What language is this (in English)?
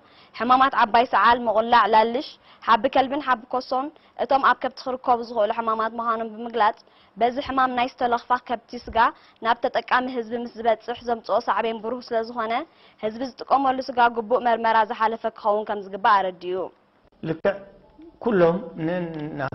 Tigrinya